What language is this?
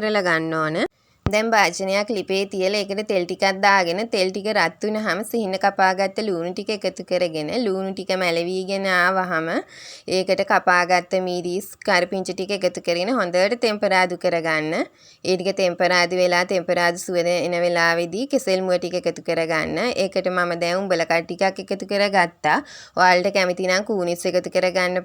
Sinhala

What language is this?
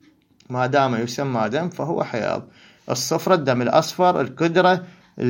Mesopotamian Arabic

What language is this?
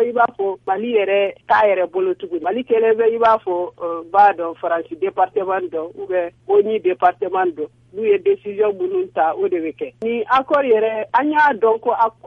Bambara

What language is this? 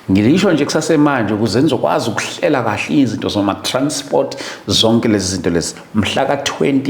Zulu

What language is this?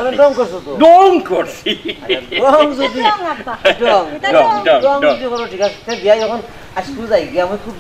Sylheti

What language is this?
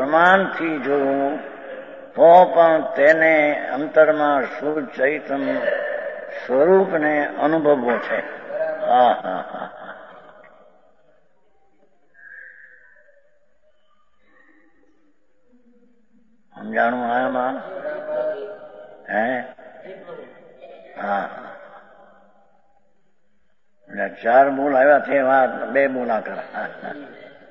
Gujarati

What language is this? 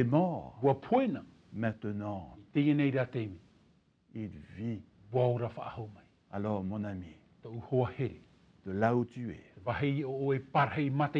Tahitian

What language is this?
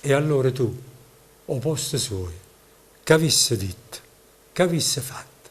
Neapolitan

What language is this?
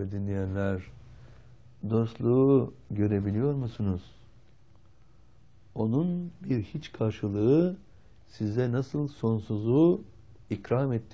Turkish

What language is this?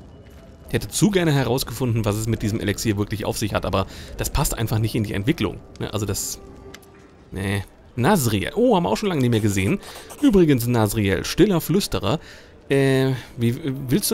German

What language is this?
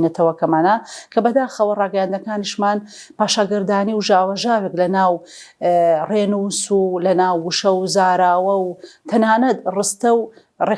Central Kurdish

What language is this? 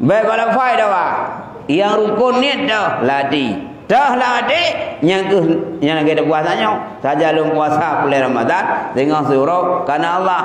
Achinese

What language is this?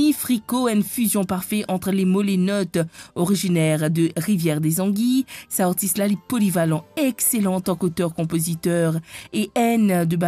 Morisyen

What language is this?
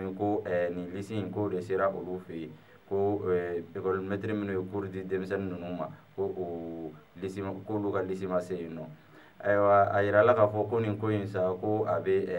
Bambara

